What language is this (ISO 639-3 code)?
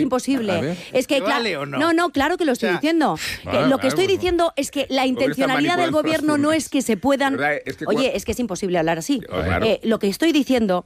spa